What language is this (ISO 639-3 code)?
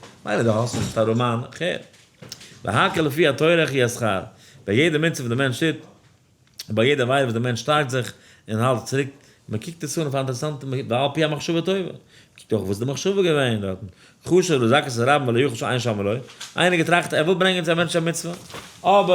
yid